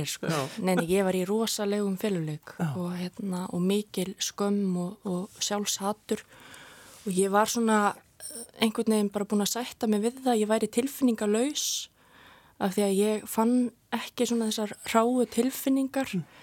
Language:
Icelandic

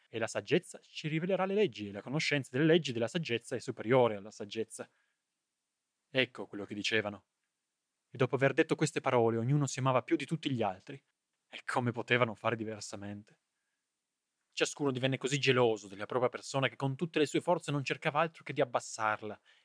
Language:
Italian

